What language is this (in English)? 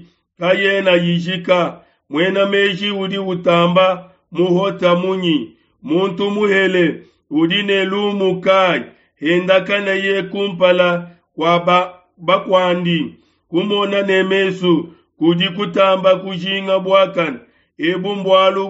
Luba-Lulua